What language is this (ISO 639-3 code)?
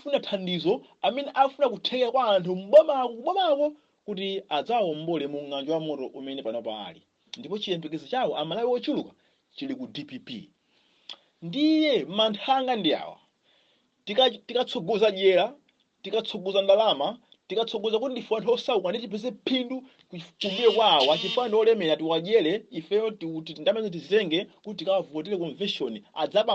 nya